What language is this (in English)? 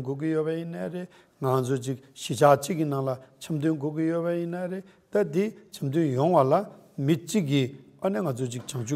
Tibetan